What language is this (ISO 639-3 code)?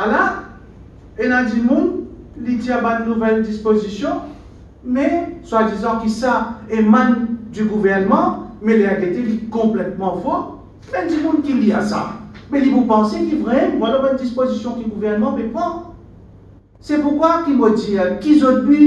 mfe